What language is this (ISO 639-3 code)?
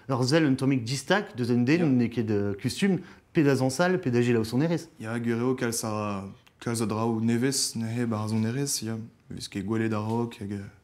bre